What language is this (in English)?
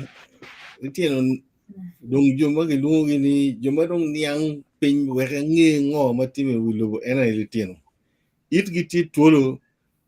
Acoli